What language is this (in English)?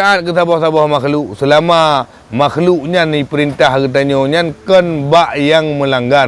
Achinese